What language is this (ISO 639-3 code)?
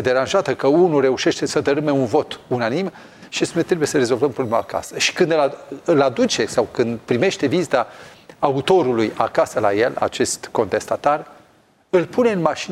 ron